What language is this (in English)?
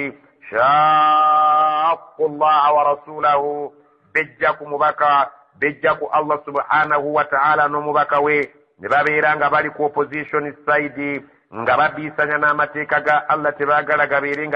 Ganda